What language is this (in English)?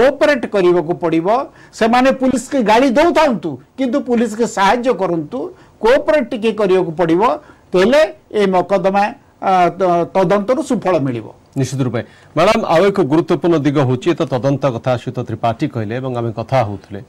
Odia